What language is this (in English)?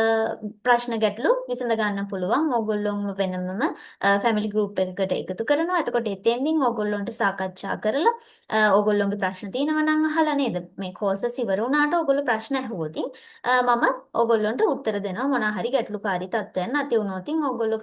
Sinhala